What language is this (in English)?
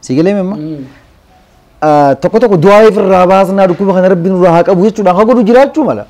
Oromo